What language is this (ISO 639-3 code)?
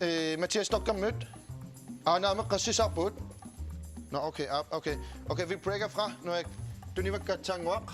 kal